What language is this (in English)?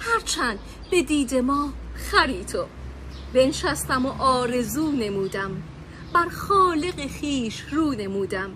Tajik